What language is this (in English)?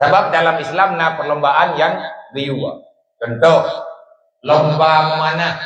Achinese